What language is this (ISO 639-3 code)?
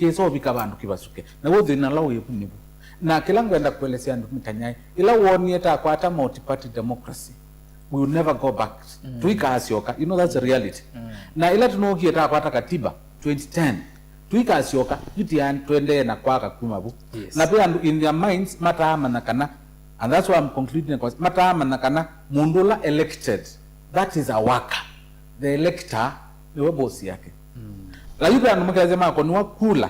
kam